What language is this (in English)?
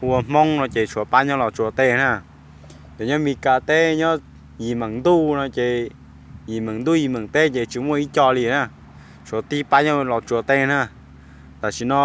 Hmong